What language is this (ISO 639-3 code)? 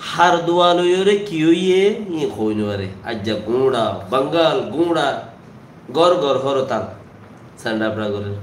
rhg